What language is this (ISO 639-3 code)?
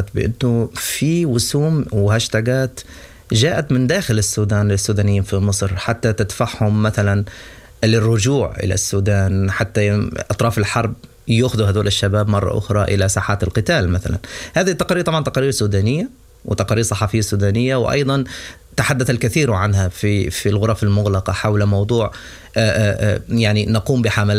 apd